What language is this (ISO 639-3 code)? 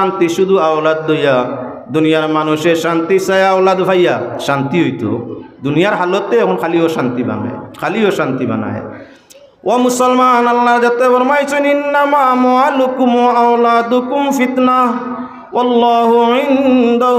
syl